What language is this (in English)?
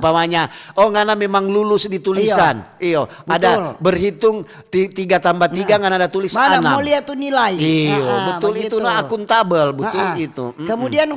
Manado Malay